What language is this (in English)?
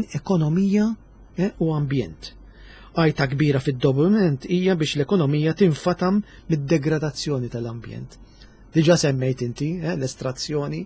Maltese